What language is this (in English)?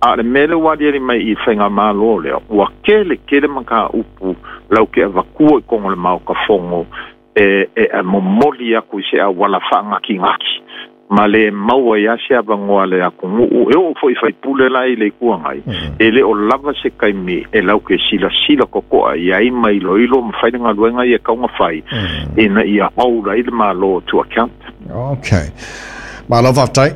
Samoan